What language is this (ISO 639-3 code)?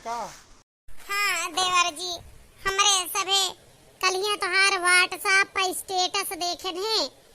awa